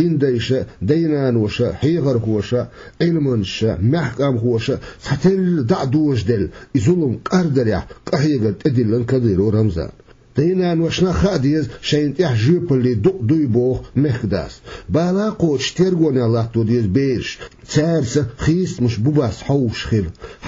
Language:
Chechen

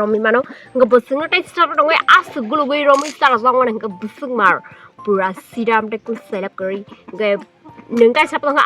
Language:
Kok Borok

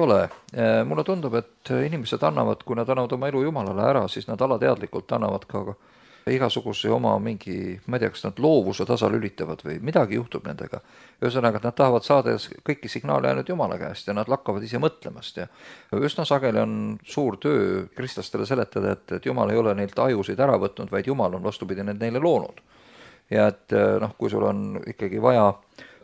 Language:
Estonian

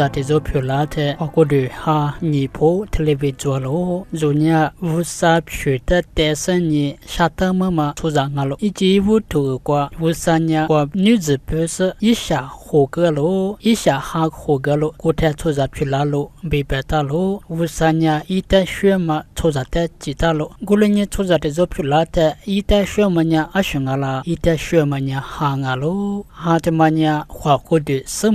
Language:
Lisu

